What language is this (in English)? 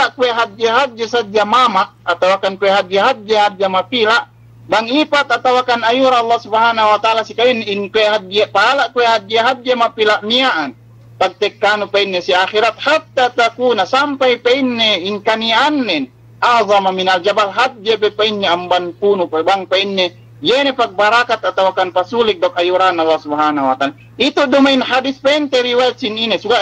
Yakan